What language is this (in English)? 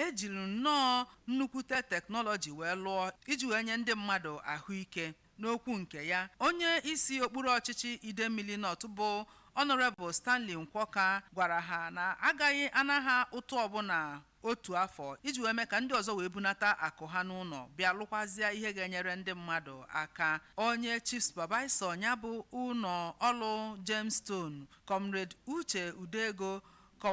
Igbo